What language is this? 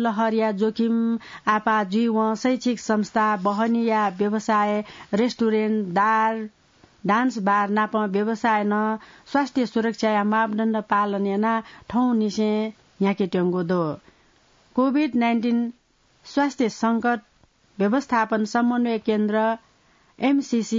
Newari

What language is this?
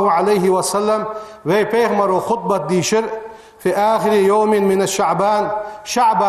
Ingush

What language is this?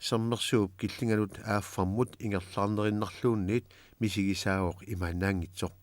Kalaallisut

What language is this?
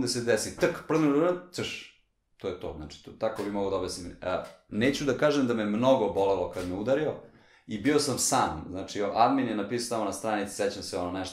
Serbian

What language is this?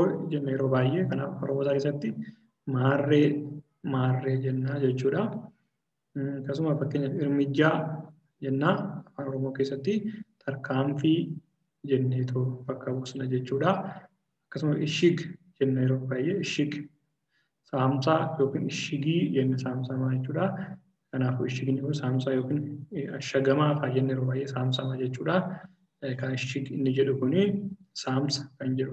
Oromo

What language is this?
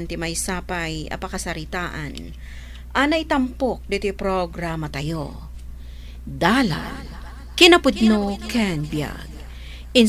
Iloko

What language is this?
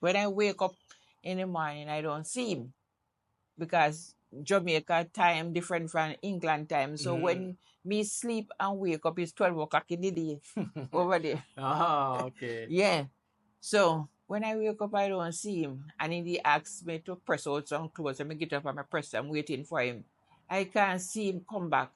Jamaican Creole English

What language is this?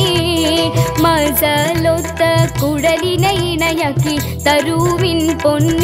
Malayalam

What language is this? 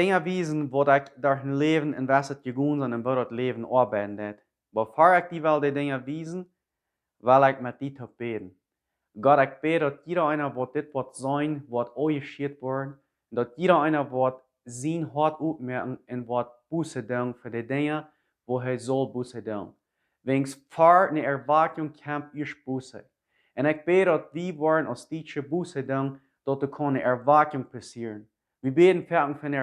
Plautdietsch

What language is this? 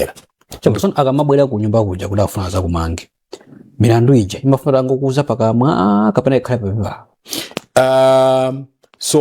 Nyanja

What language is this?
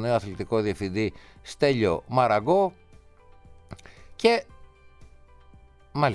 Greek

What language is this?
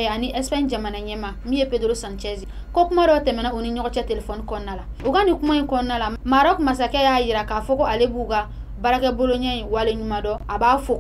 Bambara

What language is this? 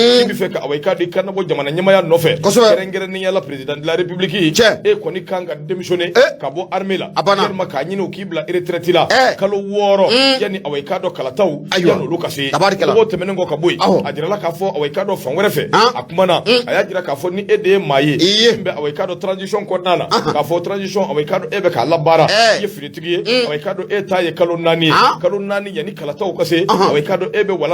Bambara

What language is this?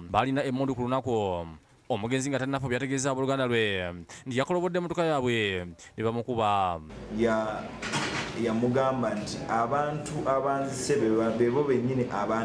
Ganda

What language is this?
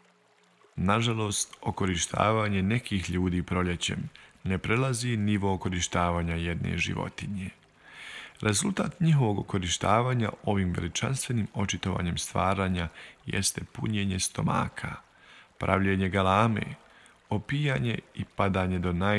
Bosnian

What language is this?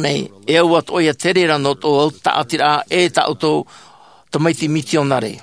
Tahitian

